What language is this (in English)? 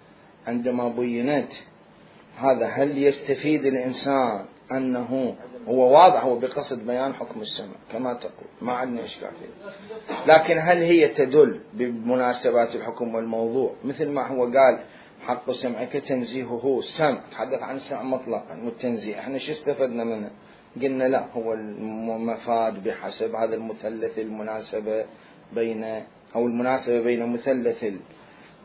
Mesopotamian Arabic